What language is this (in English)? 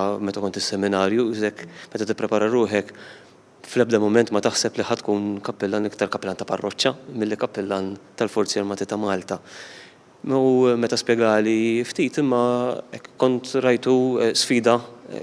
Maltese